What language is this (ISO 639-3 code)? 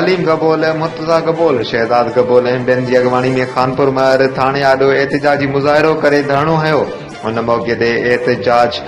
snd